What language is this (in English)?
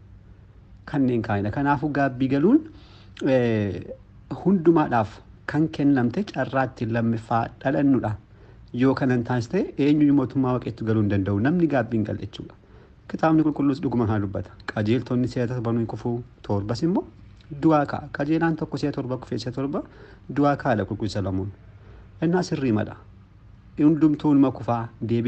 Oromo